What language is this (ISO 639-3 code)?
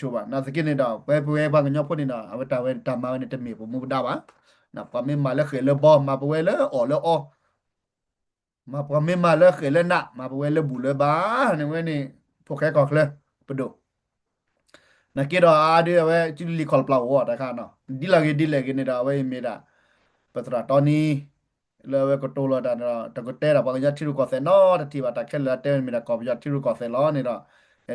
ksw